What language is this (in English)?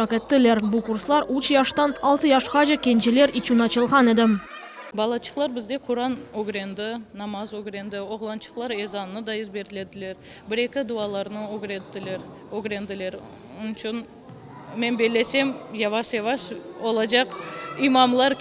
Crimean Tatar